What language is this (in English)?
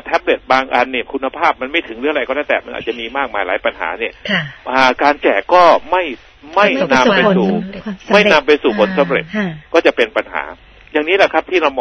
Thai